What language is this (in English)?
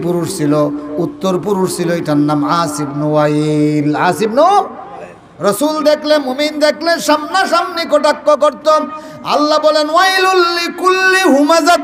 Sylheti